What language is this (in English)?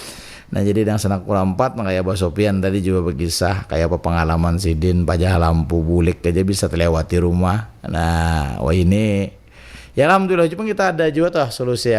Banjar